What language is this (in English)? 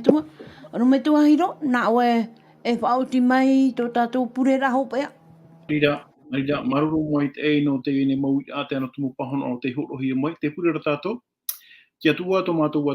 Tahitian